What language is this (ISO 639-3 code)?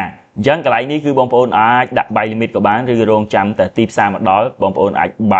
khm